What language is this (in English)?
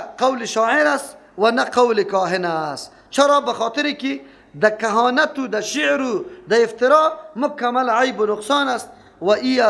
Persian